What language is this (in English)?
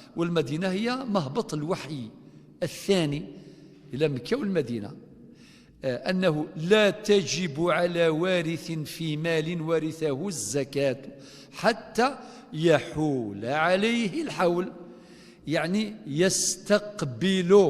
Kabyle